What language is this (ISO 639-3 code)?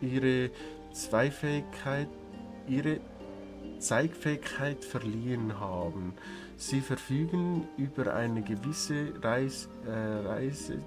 gsw